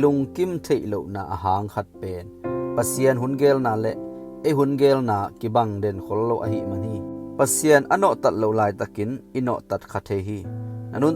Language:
Tedim Chin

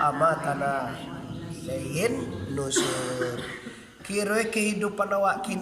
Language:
Minangkabau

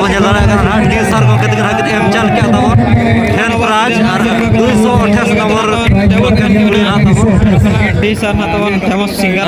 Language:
Santali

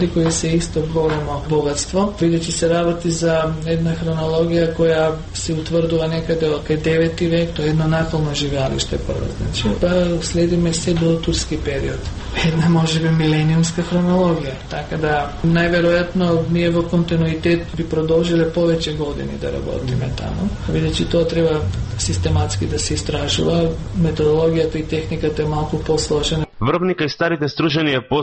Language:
Macedonian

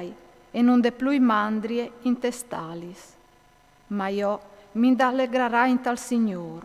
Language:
Friulian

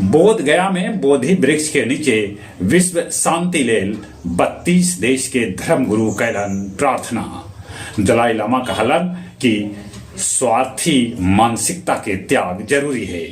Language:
Magahi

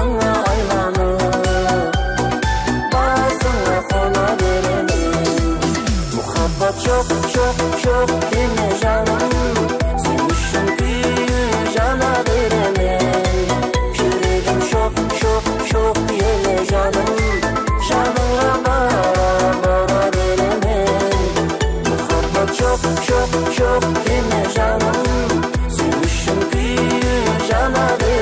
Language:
Kara-Kalpak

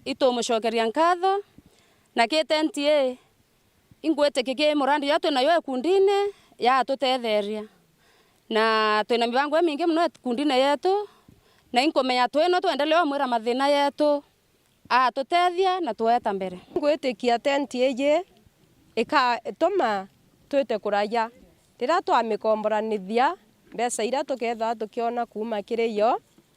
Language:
Meru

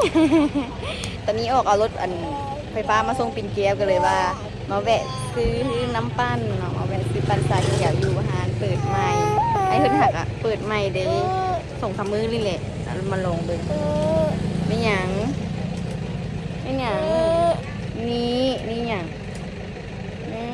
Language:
Lao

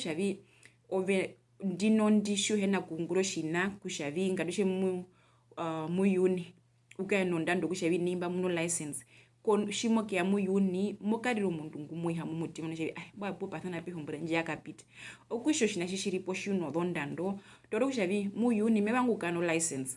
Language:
Herero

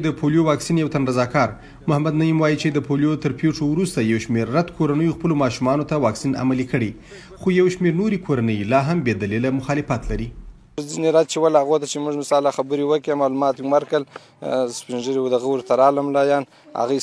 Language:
Pashto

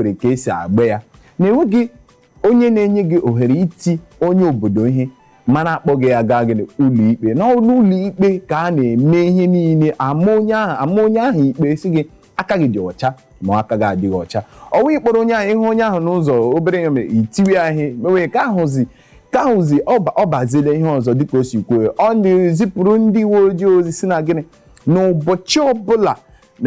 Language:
Igbo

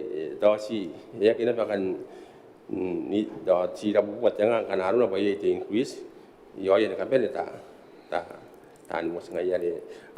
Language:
Gilbertese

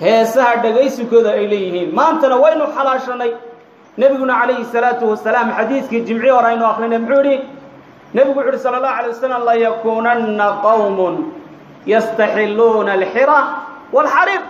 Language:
Somali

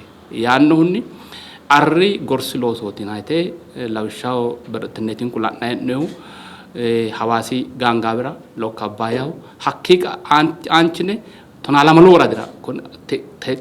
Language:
Sidamo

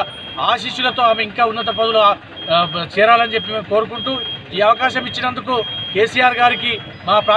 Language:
Telugu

